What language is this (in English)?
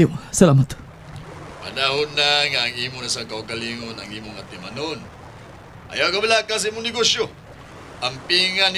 Cebuano